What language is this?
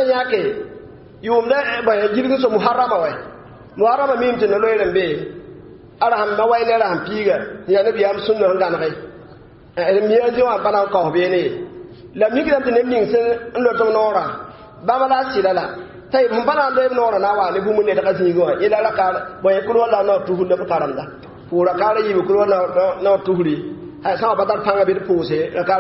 Mossi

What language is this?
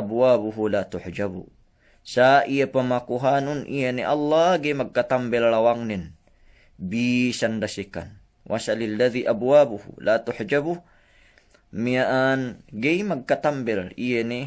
Yakan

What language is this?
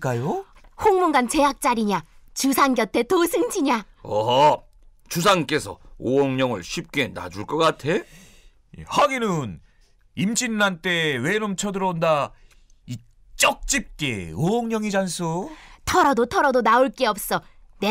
Korean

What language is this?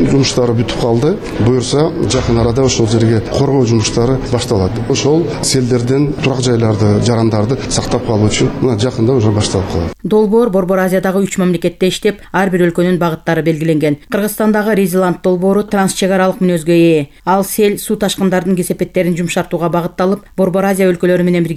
Kyrgyz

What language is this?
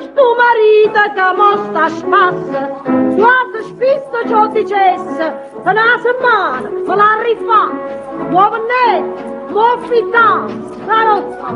Neapolitan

